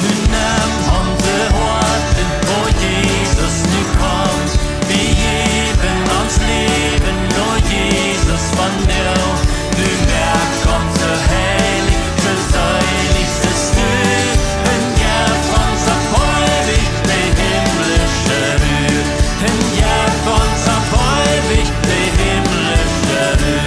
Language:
Plautdietsch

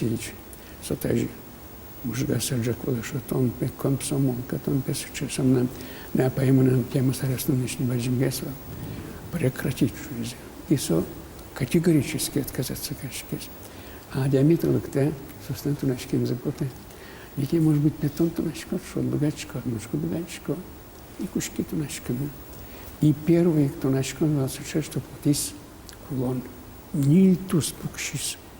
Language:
Udmurt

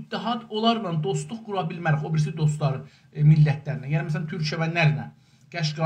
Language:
South Azerbaijani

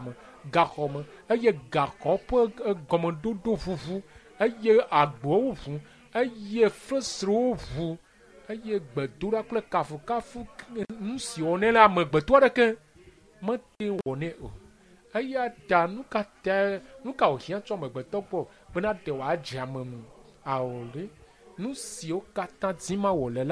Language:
Ewe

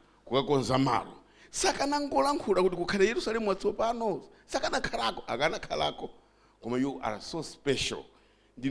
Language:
Nyanja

